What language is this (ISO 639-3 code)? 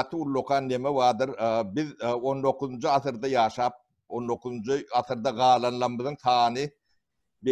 tuk